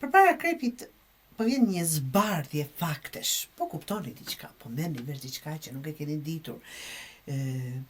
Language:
Albanian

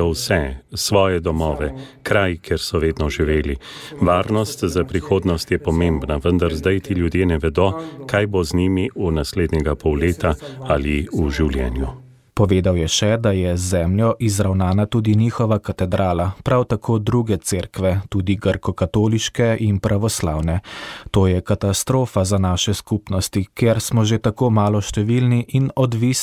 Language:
Slovenian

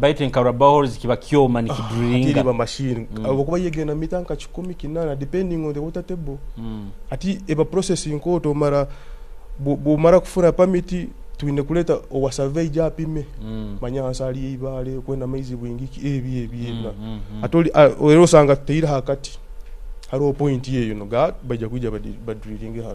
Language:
Nyoro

